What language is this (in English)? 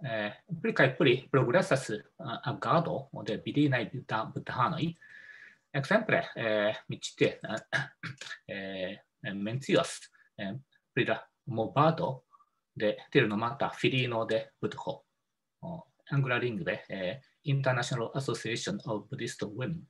Esperanto